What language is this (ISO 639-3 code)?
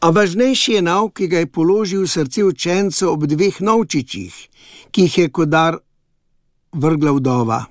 slv